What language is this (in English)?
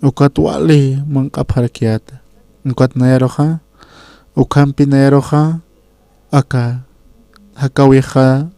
Aymara